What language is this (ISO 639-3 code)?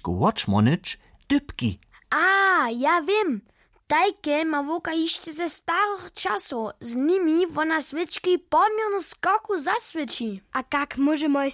hsb